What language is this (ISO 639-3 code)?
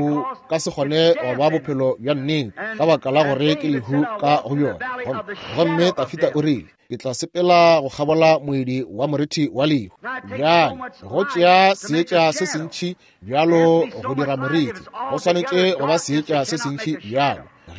nso